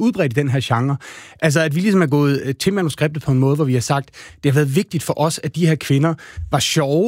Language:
Danish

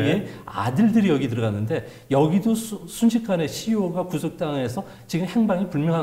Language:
Korean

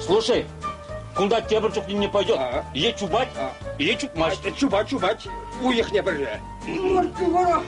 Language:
Chuvash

